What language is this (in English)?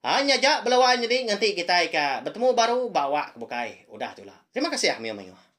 Iban